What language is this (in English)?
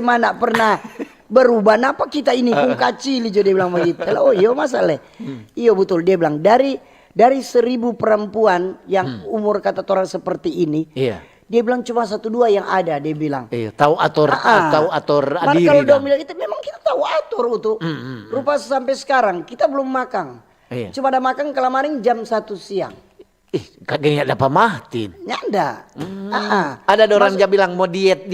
Manado Malay